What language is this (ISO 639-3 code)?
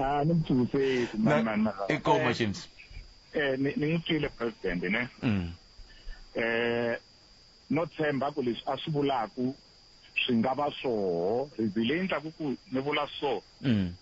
tso